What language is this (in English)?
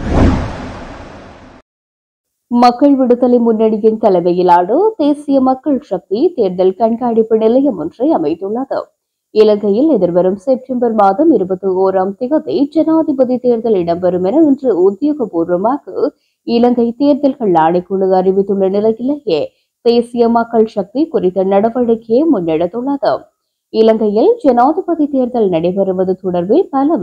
Tamil